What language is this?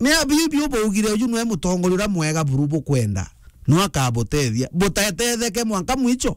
Meru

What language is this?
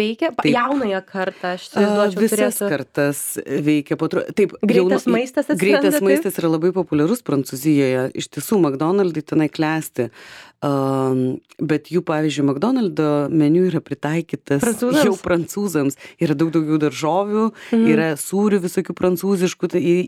Lithuanian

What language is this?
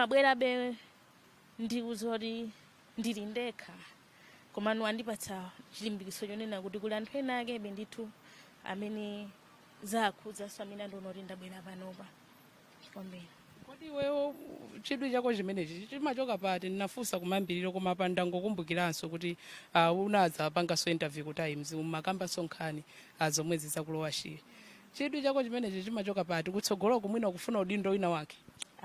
Nyanja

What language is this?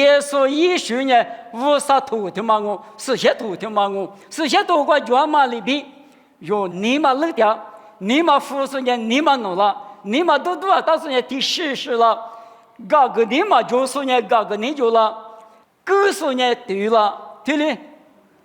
Lisu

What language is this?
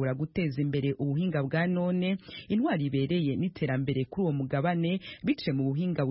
Kinyarwanda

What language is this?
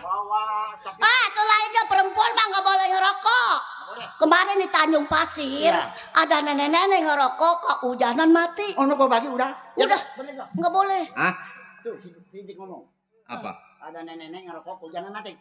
Betawi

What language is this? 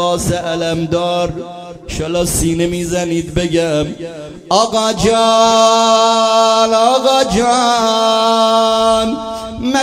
Persian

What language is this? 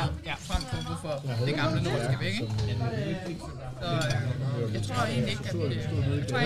Danish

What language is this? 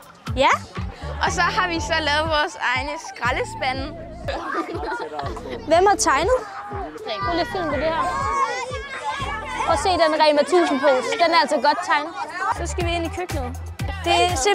Danish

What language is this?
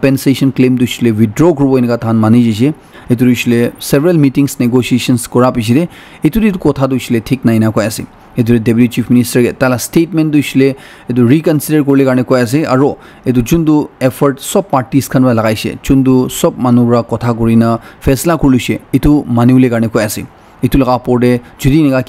Naga Pidgin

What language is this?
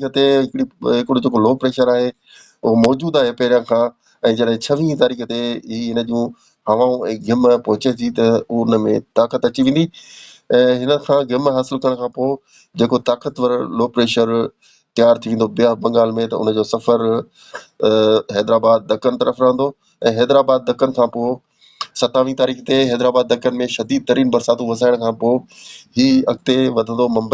Sindhi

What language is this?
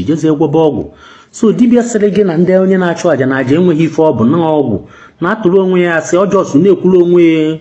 Igbo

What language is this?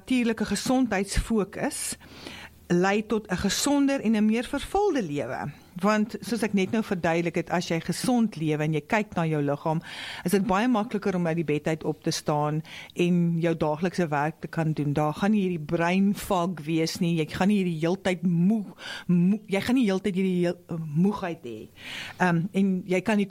Afrikaans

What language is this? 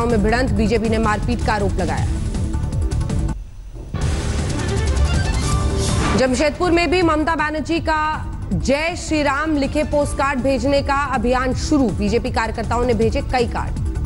Hindi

